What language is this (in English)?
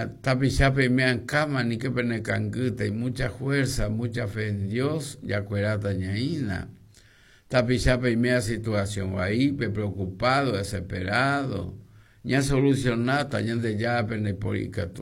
Guarani